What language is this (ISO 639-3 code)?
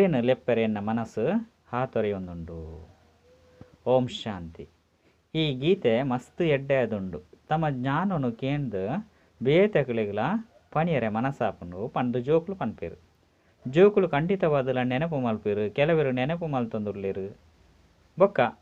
tcy